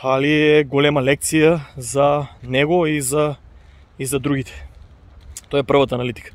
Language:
Macedonian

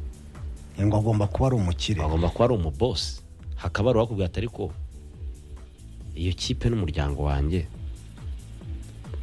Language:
Kinyarwanda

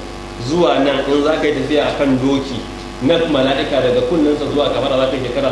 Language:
Hausa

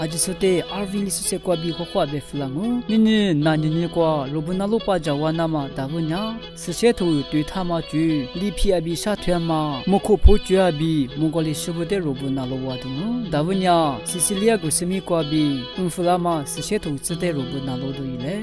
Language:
Lisu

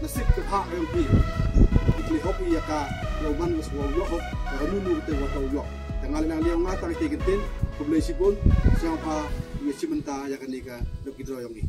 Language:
Khasi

